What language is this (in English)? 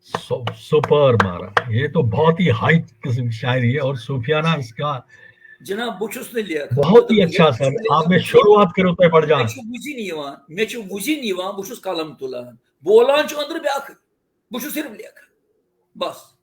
Kashmiri